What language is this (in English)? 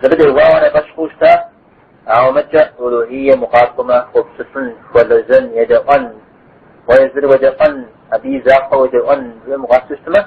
Kabardian